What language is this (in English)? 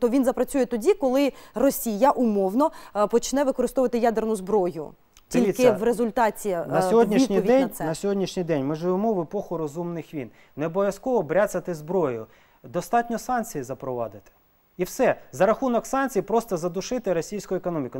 Ukrainian